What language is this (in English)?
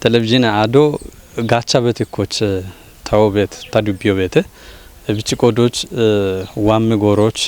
Kafa